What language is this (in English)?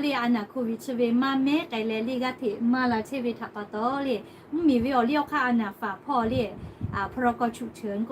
Lahu